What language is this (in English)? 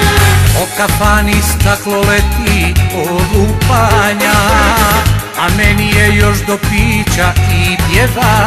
Croatian